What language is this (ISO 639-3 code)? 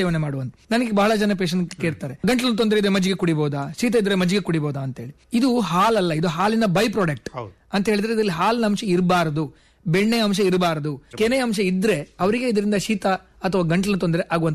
kan